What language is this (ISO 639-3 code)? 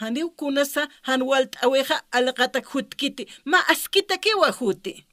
aym